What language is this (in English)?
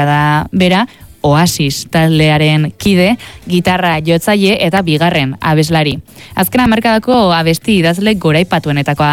Basque